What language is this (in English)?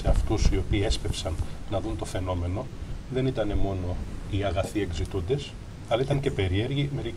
Greek